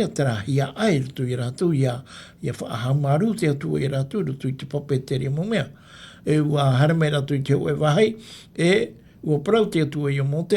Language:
Tahitian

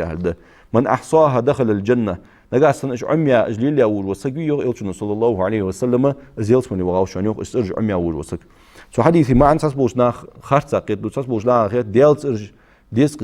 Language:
Ingush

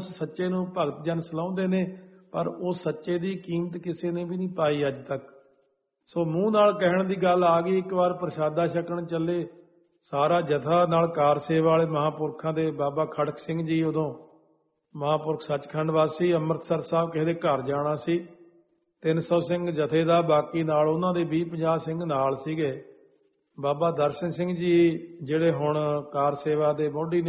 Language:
Punjabi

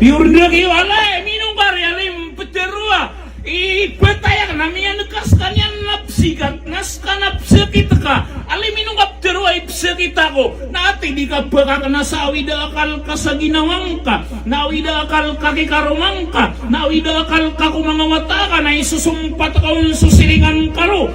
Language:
Maranao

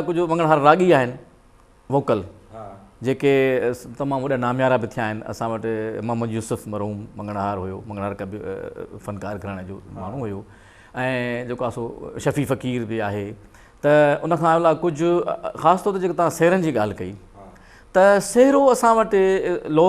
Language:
Sindhi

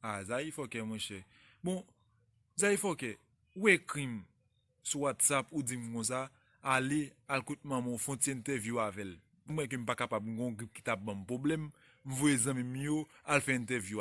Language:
Haitian Creole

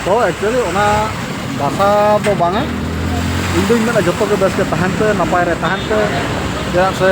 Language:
Santali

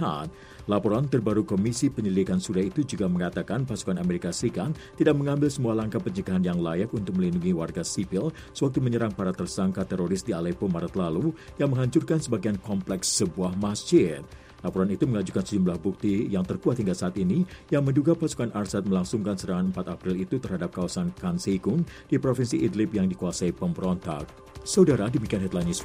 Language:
Indonesian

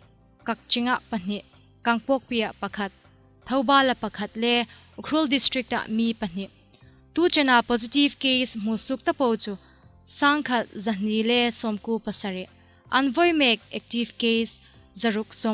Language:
Hmar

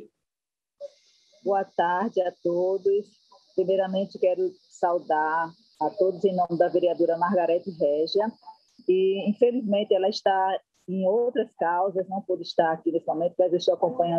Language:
Portuguese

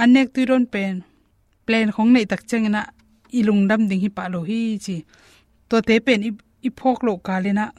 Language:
Tedim Chin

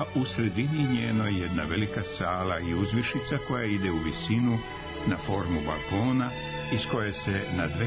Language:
Serbian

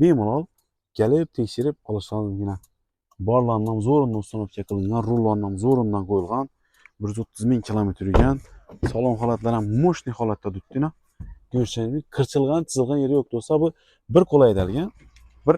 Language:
Uzbek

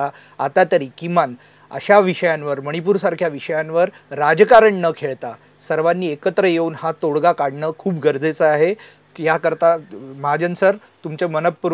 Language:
Marathi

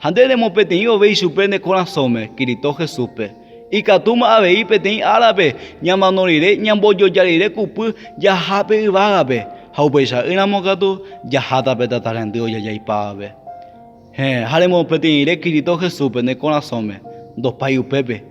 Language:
Guarani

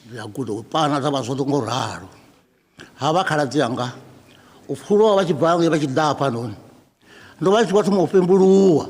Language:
Venda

